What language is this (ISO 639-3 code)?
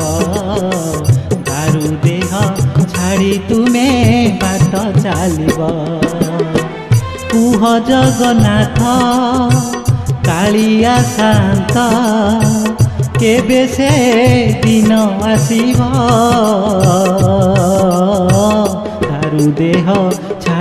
ori